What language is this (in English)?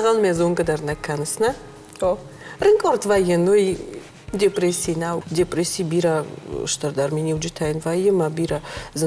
Ossetic